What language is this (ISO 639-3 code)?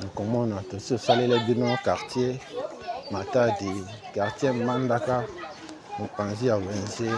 lin